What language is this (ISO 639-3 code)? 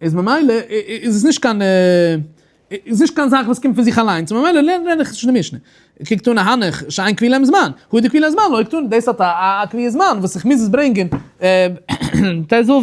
yid